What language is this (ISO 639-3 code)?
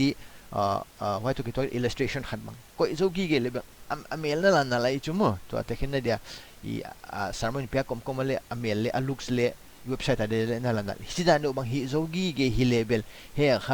pck